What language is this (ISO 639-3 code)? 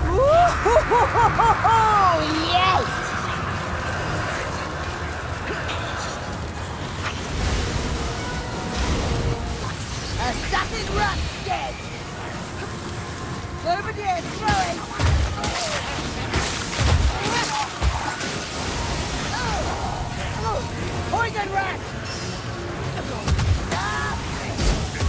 eng